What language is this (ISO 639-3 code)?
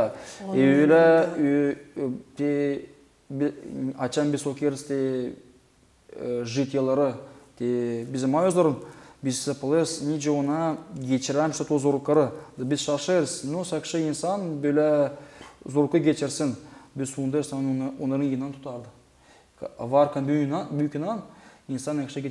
gag